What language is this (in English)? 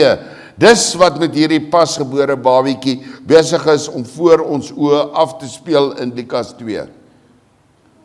Afrikaans